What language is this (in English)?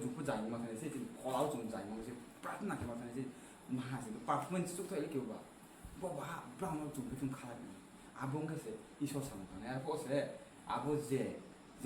Riang (India)